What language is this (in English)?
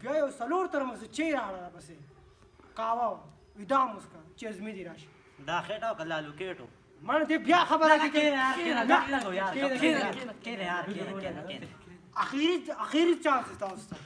Pashto